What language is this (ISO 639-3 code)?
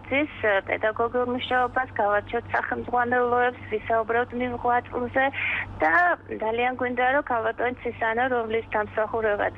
kat